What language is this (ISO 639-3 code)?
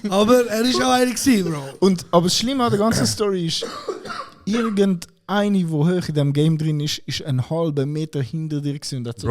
gsw